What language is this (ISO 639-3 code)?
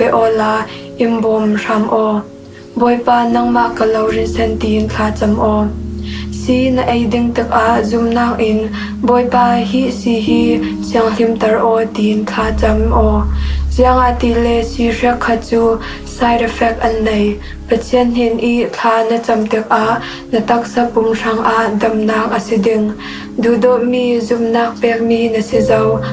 cfm